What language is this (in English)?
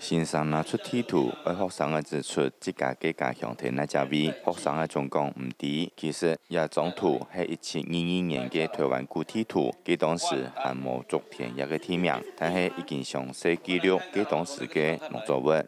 Hakka Chinese